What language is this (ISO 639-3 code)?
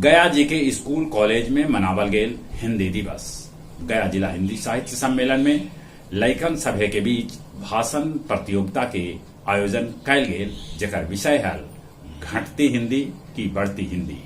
mag